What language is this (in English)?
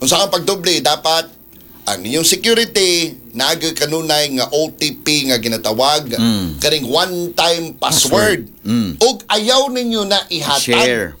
Cebuano